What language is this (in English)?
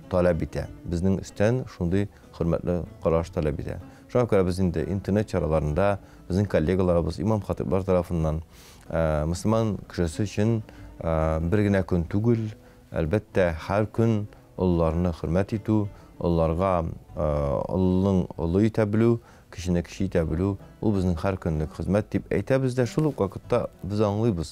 Tatar